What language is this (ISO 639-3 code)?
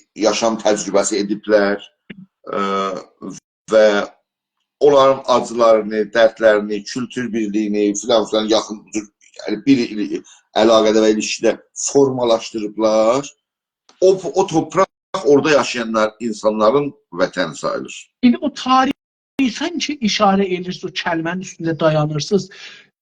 azb